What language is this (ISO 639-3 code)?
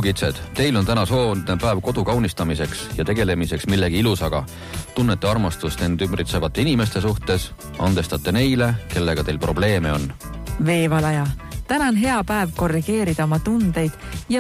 est